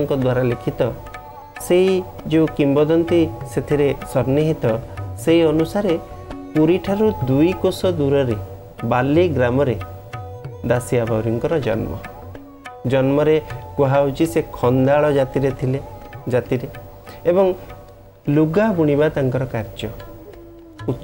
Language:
Odia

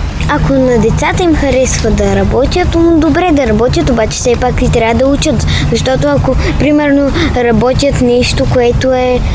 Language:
Bulgarian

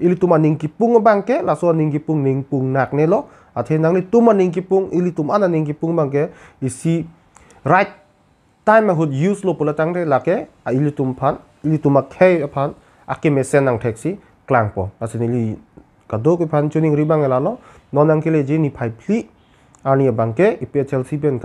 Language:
Karbi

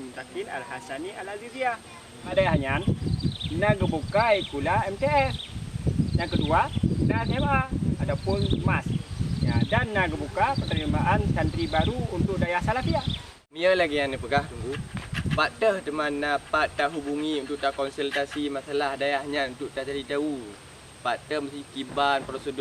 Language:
Achinese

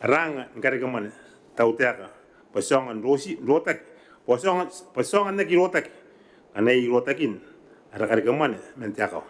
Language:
Gilbertese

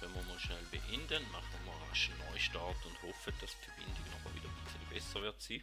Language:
Swiss German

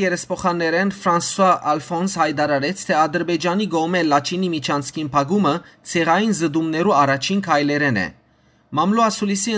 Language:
Western Armenian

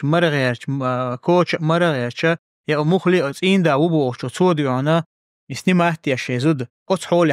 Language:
Chechen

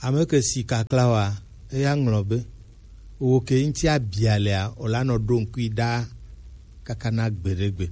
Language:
Gen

